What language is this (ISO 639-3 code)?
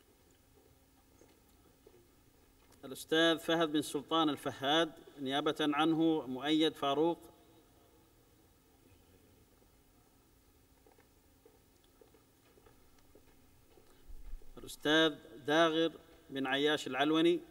ara